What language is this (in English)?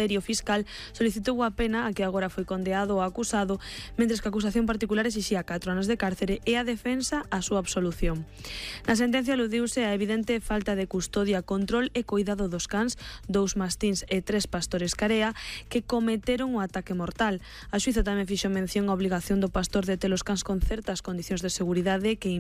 Galician